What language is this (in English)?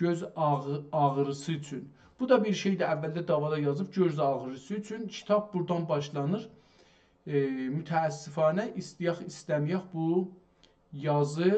South Azerbaijani